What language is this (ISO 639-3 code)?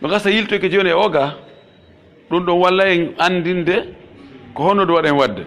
fuf